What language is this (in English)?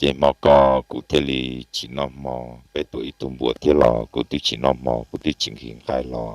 Hmong